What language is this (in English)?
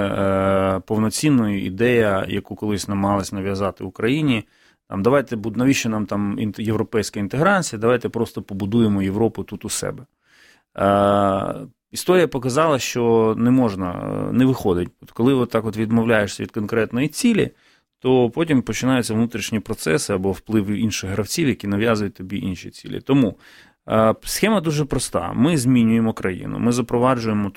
Ukrainian